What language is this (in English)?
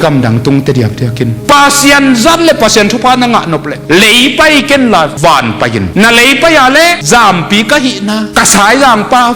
Tedim Chin